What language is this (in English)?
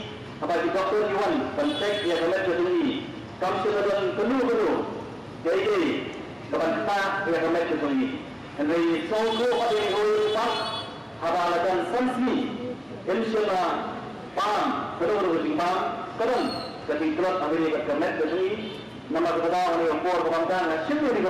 Khasi